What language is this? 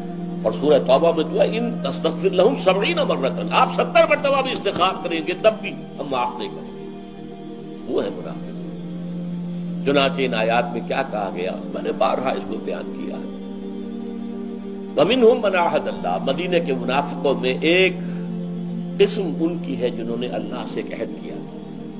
Urdu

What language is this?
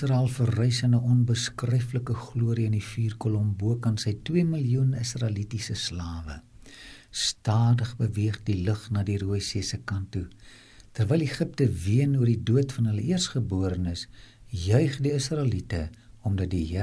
Afrikaans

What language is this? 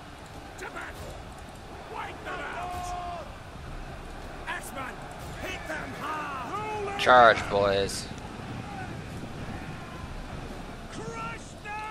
English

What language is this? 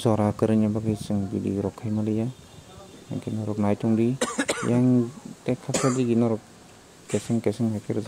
Kok Borok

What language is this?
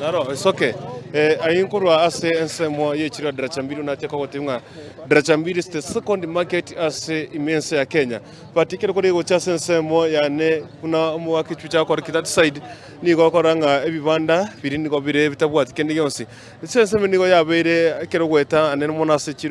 Gusii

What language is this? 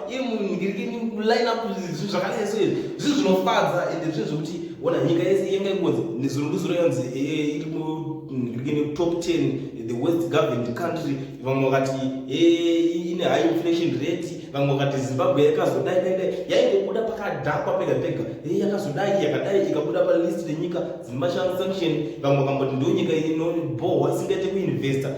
Shona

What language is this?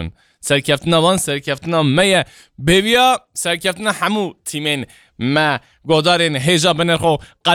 Kurdish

